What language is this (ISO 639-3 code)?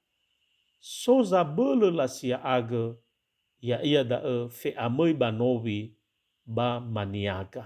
nia